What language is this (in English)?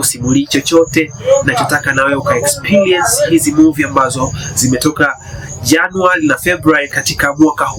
Swahili